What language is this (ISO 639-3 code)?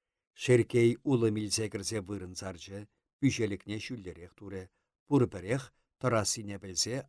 chv